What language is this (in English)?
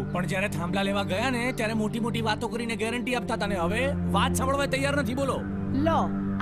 Gujarati